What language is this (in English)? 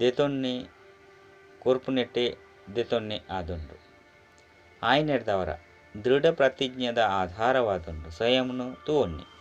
Tulu